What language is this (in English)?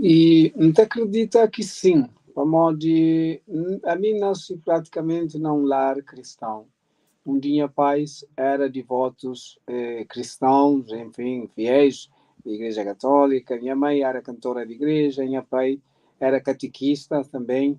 Kabuverdianu